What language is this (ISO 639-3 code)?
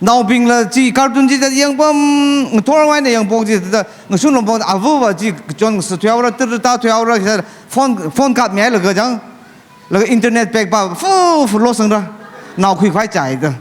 nmf